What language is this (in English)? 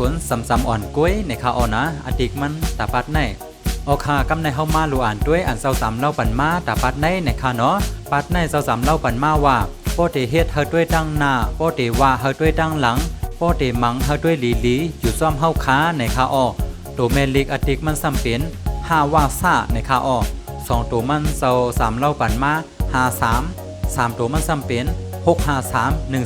Shan